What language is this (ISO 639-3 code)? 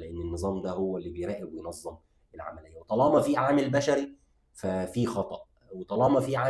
arz